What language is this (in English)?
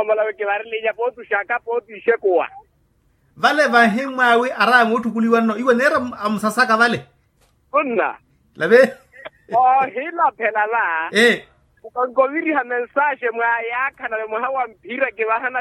Makhuwa